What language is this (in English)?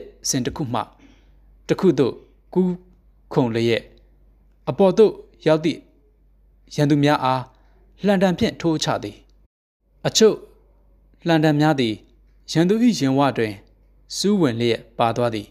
Burmese